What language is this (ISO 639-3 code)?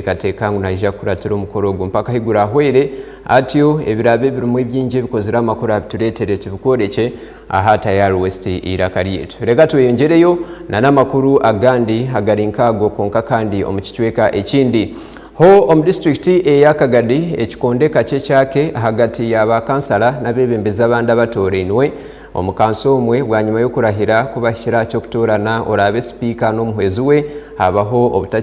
nyn